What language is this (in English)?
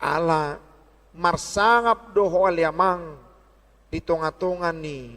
Batak Toba